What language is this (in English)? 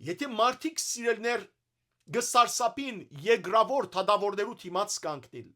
Western Armenian